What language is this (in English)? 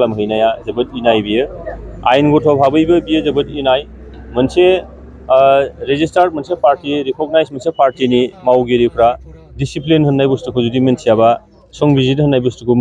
Bodo